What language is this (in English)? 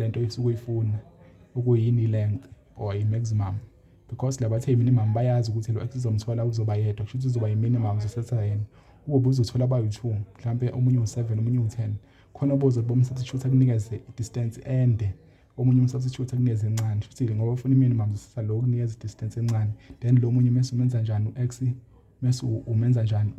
Zulu